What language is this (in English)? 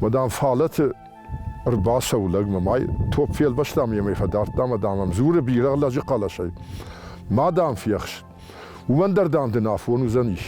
Ossetic